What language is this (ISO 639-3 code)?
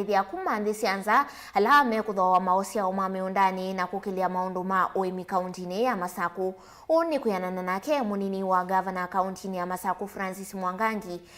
kam